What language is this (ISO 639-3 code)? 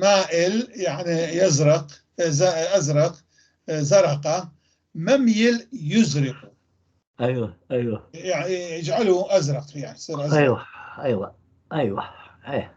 apc